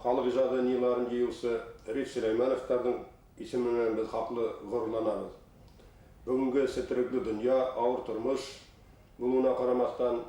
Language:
Bashkir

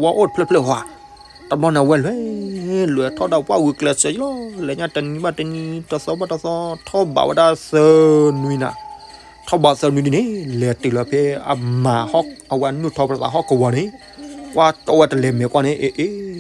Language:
S'gaw Karen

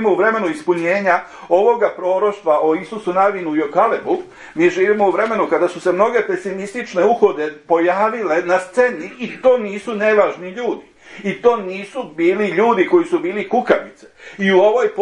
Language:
Serbian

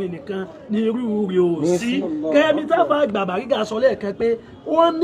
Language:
Yoruba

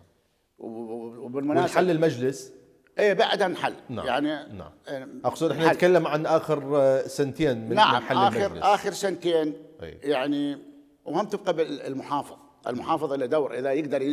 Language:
Mesopotamian Arabic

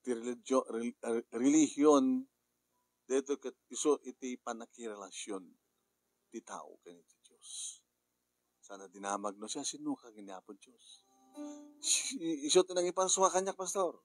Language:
Iloko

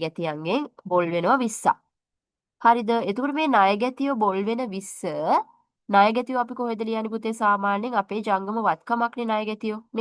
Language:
Sinhala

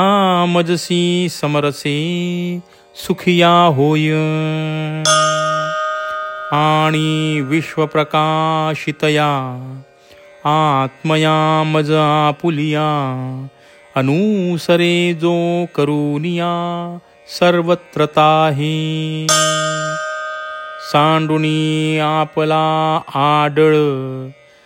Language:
Marathi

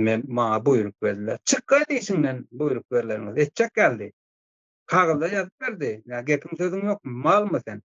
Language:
Turkmen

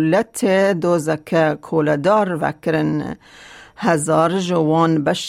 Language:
Kurdish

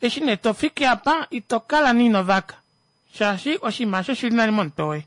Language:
Kuanyama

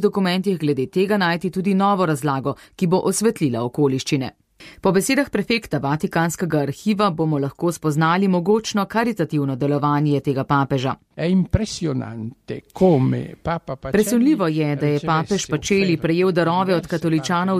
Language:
Slovenian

